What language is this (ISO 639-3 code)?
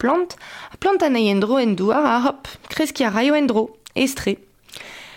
bre